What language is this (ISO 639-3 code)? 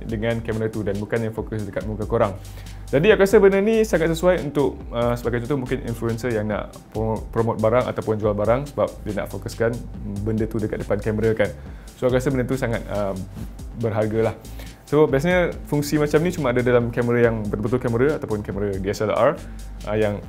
msa